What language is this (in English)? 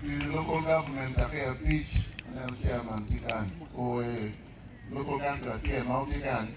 Acoli